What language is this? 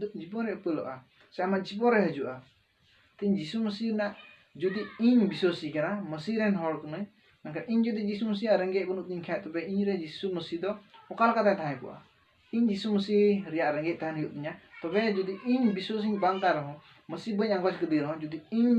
Santali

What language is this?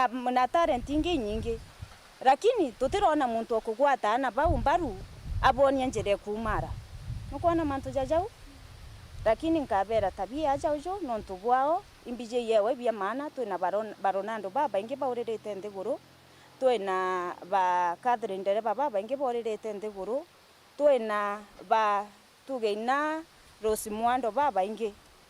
Meru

